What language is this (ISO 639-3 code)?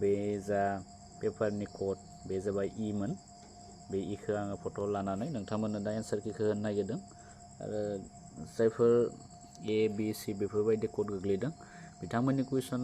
brx